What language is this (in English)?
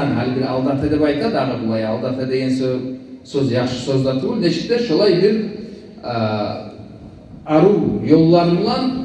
Kumyk